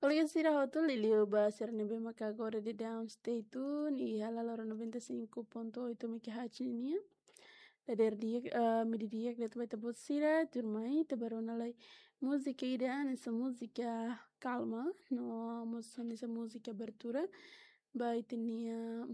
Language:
Tetum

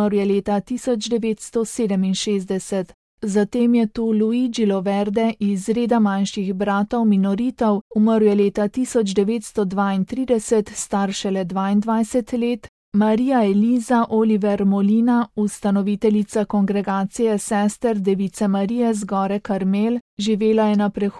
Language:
Slovenian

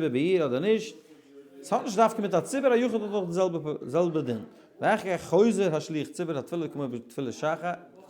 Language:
Yiddish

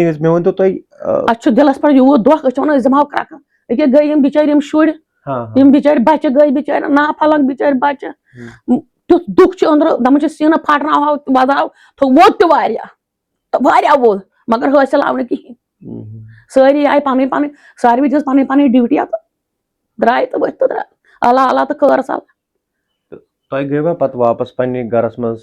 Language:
Kashmiri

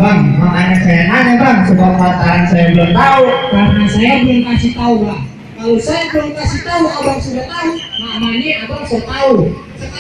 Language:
Betawi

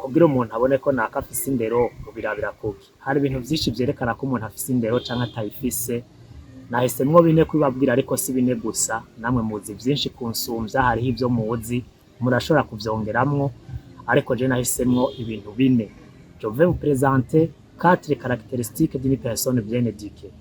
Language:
Rundi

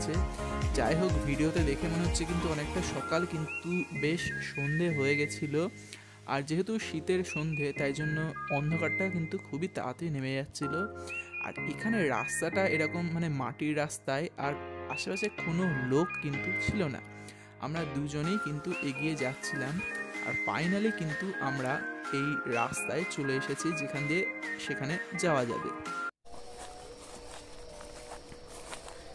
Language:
Bangla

